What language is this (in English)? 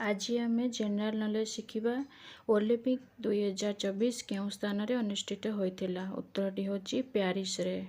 Odia